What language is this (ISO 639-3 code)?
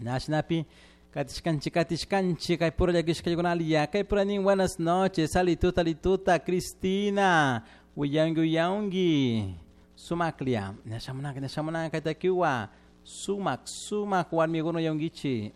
qug